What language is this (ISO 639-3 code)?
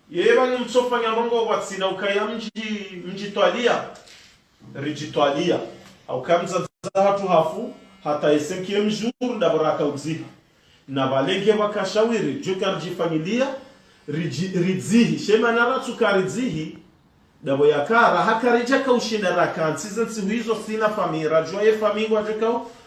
zdj